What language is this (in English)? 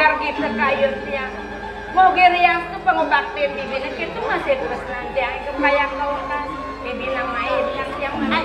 Balinese